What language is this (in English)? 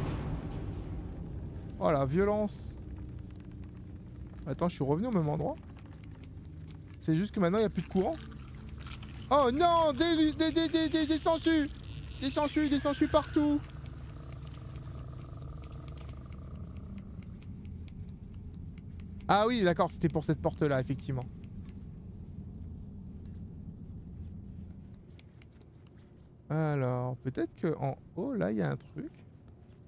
French